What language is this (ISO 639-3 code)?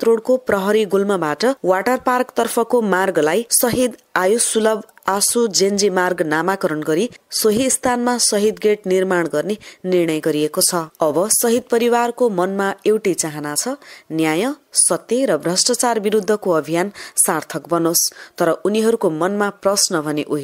nep